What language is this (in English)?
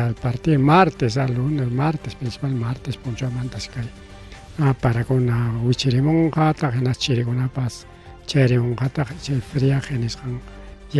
Ayacucho Quechua